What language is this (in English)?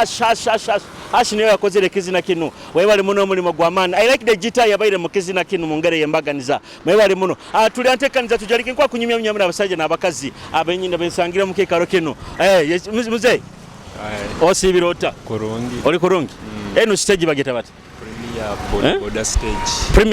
Nyoro